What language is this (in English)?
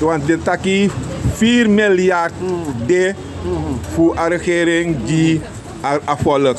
Sranan Tongo